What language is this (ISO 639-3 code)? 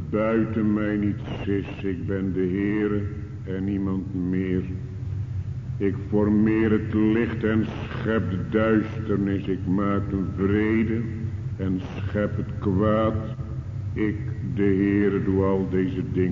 nld